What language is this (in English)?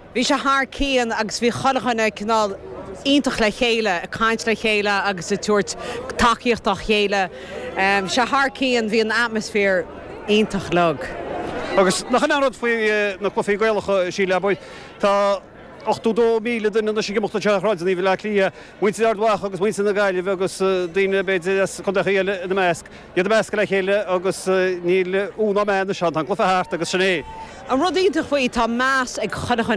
Irish